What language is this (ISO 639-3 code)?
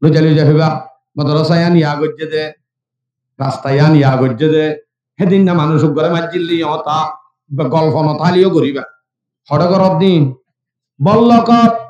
rhg